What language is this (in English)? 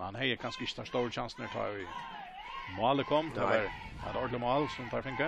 Faroese